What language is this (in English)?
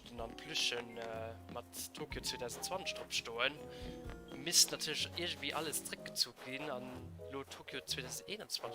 Luxembourgish